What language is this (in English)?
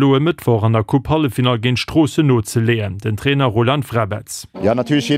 Luxembourgish